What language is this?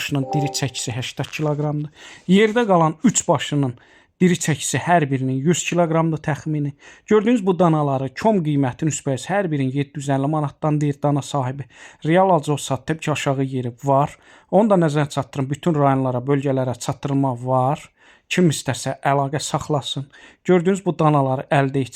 Azerbaijani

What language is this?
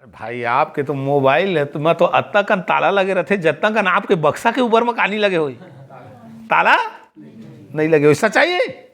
Chhattisgarhi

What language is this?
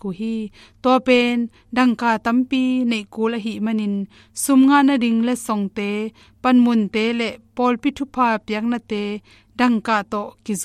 Tedim Chin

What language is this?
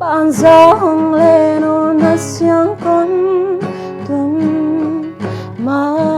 Paite Chin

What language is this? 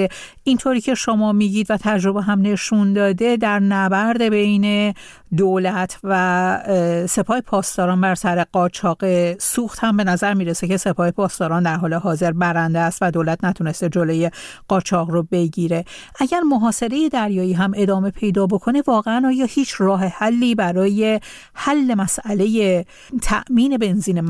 Persian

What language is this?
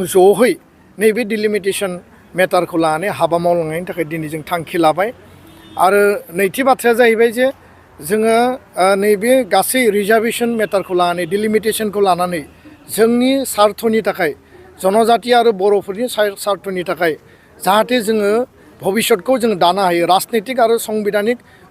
Bodo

